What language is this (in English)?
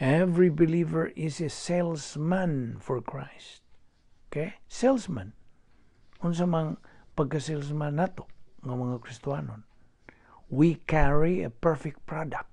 Cebuano